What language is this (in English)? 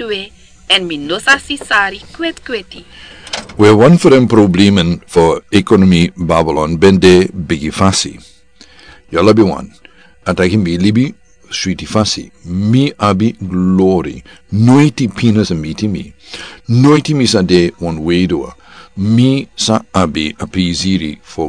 Sranan Tongo